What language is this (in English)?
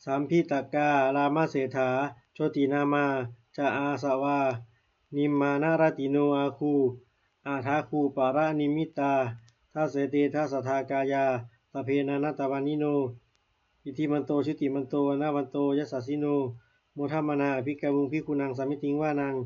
Pali